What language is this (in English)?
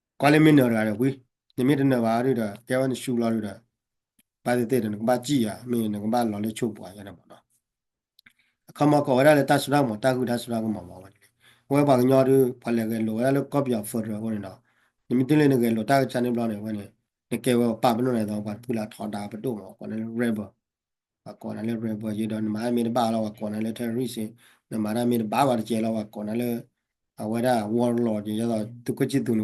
S'gaw Karen